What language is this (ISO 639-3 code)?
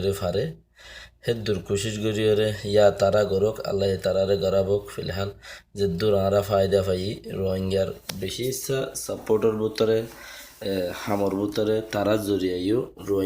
rhg